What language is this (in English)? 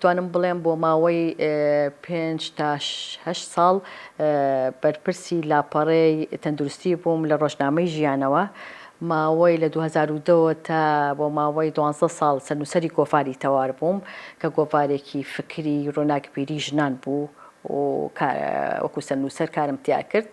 Central Kurdish